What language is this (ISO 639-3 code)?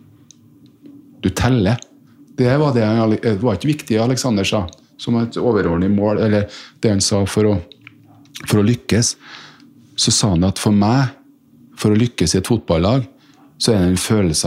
nor